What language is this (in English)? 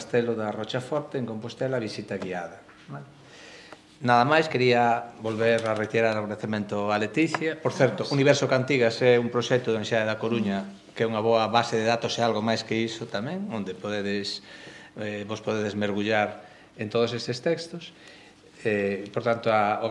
Galician